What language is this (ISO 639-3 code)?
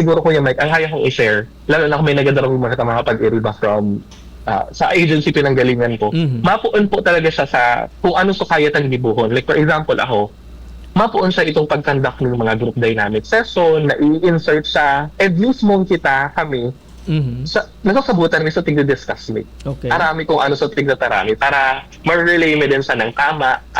bik